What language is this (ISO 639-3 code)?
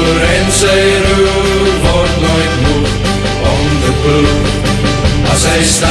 afr